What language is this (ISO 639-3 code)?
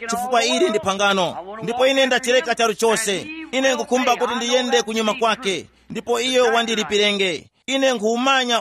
tum